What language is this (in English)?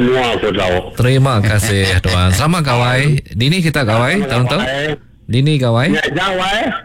Iban